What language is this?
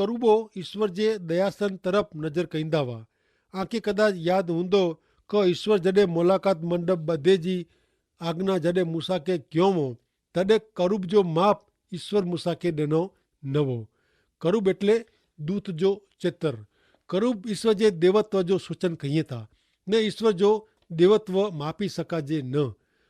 Kachhi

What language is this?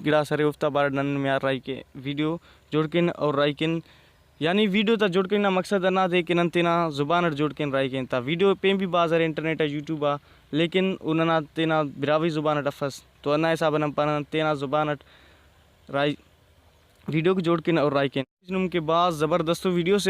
Brahui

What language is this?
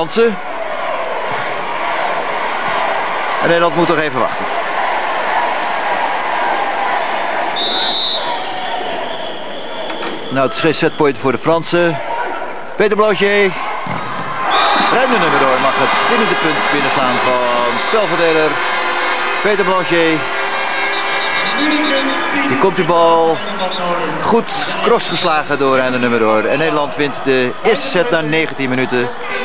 Dutch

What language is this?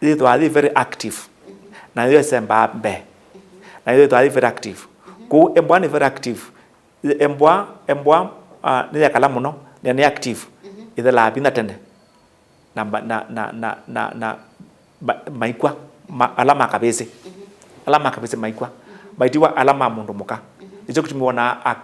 Kamba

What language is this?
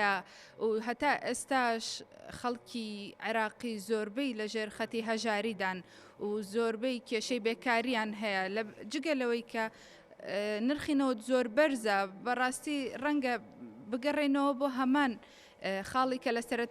Central Kurdish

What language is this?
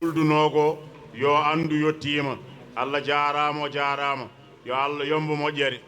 Fula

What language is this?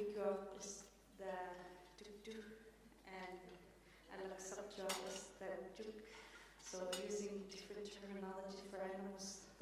Inuktitut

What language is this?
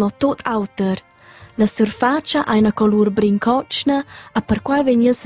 Romansh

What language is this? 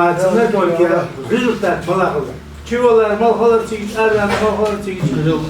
Ingush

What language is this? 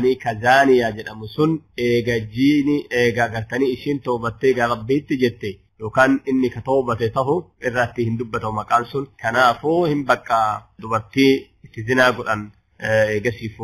Oromo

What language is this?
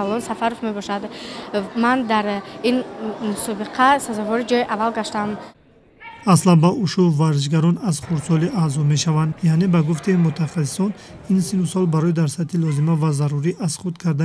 Tajik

